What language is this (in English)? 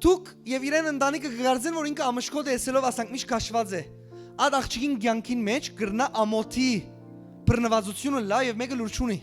Western Armenian